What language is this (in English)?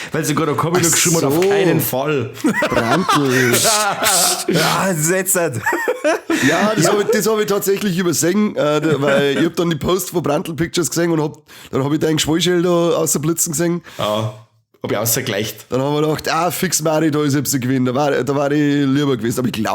Bavarian